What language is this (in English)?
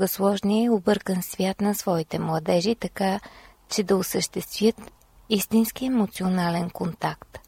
Bulgarian